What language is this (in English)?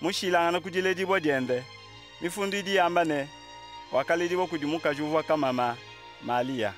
Luba-Lulua